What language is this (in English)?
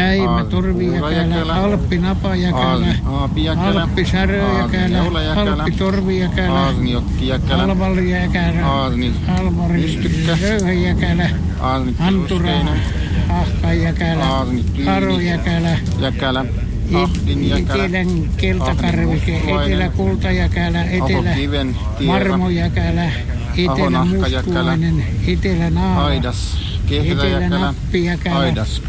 Icelandic